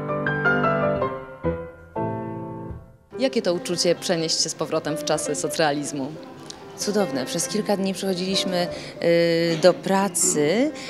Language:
Polish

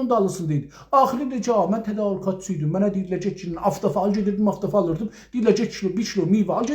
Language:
South Azerbaijani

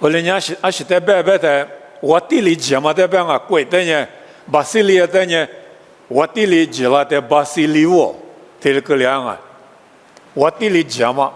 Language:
Lisu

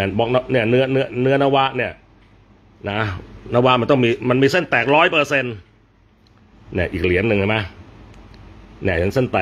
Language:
Thai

